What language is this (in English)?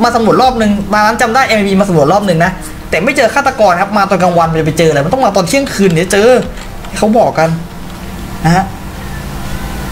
Thai